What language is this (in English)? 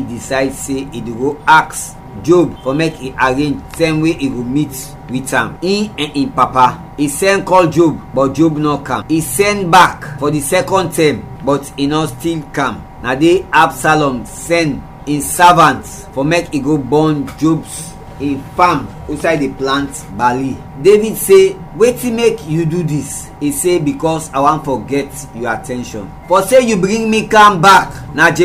Krio